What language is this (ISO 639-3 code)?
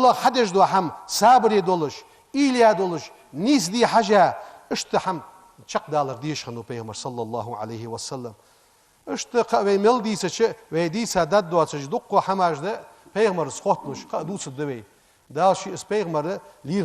inh